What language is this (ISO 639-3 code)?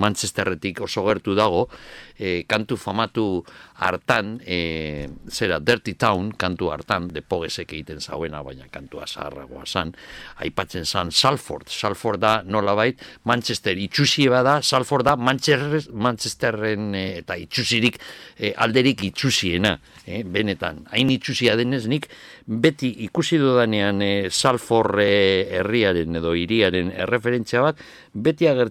eus